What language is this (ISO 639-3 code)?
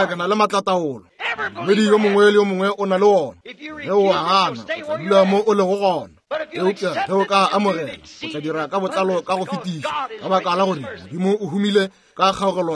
nso